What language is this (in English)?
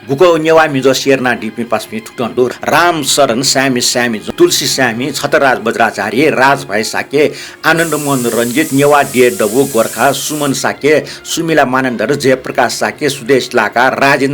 Newari